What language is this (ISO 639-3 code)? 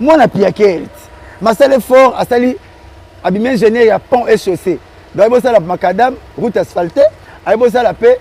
lin